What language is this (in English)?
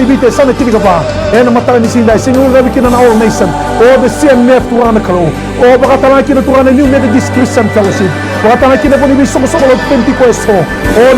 Fijian